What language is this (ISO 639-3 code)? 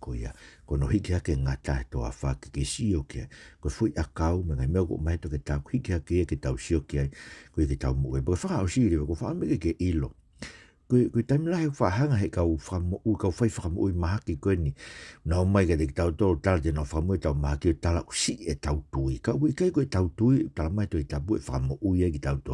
ton